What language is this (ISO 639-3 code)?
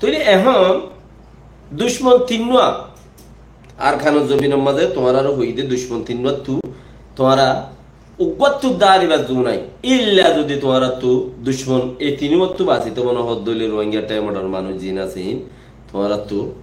rhg